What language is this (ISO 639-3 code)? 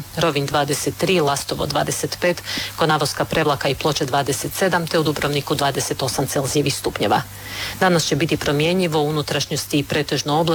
hrv